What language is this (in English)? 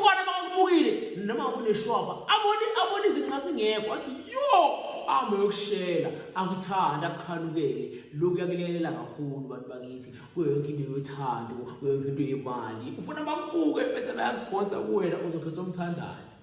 Zulu